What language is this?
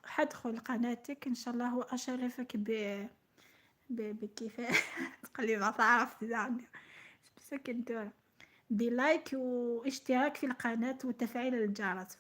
Algerian Arabic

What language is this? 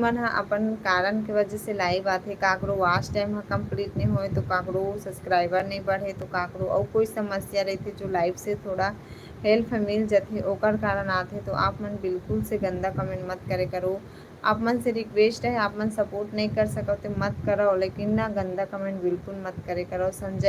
Chhattisgarhi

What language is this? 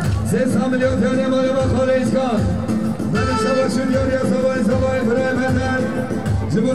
Kurdish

